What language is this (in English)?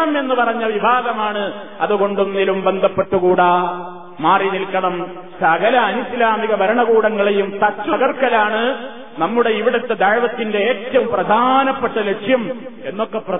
Malayalam